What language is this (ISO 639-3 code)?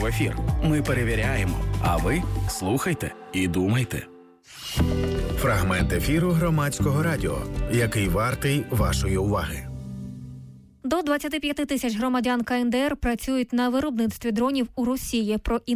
ukr